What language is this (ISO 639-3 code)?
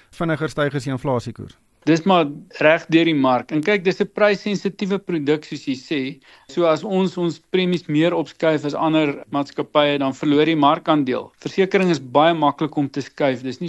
afr